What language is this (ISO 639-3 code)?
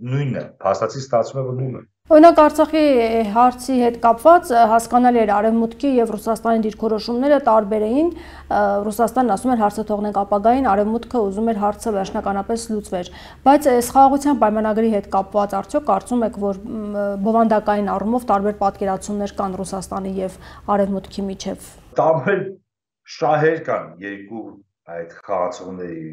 hye